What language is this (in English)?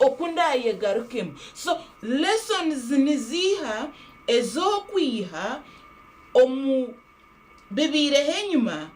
Nyankole